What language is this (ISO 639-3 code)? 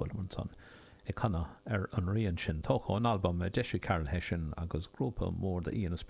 gle